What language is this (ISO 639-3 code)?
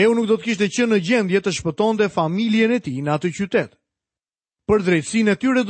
sqi